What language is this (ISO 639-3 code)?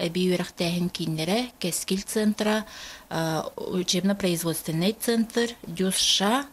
sah